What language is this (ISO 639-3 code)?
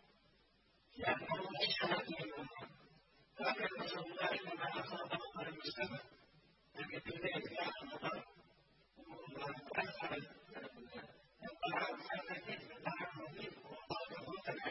ara